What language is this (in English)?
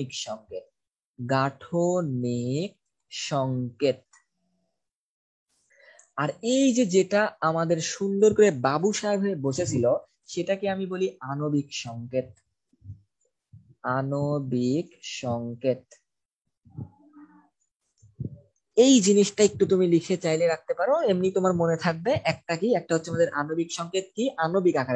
Bangla